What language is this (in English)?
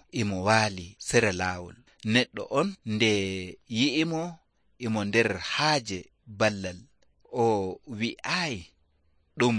Nigerian Fulfulde